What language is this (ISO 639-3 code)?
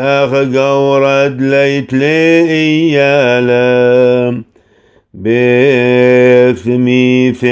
syc